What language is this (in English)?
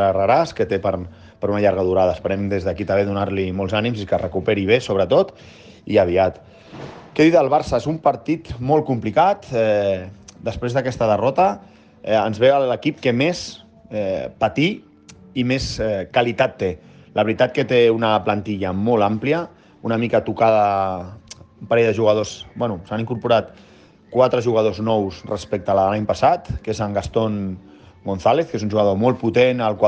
Catalan